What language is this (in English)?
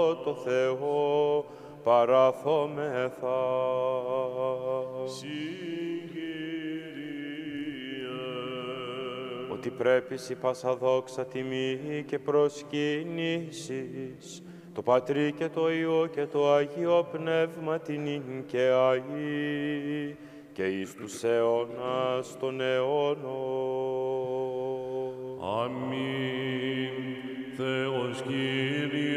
Greek